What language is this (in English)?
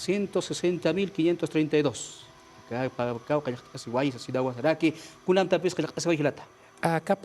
Aymara